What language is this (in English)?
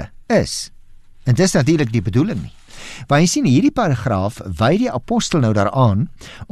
Afrikaans